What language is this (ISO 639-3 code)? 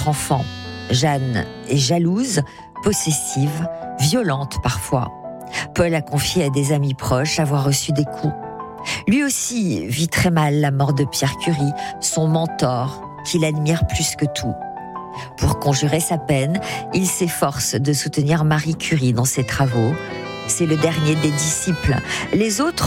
fra